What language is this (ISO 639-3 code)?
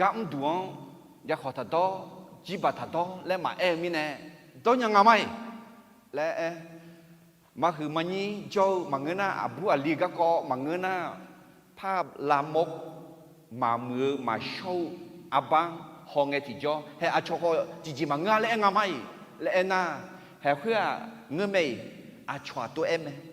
ahk